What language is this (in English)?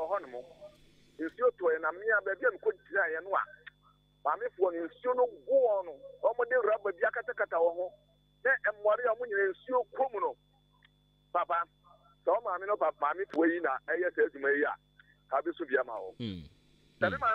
Akan